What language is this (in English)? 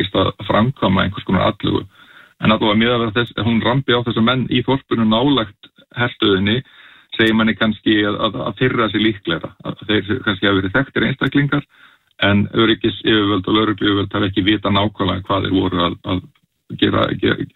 Icelandic